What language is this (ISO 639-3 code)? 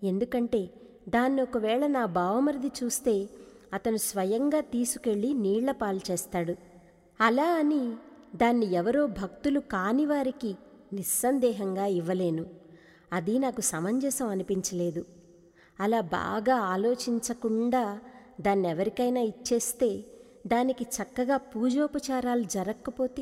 tel